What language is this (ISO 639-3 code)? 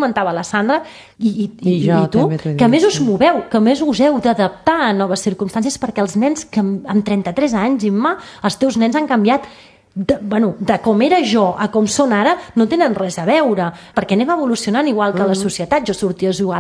cat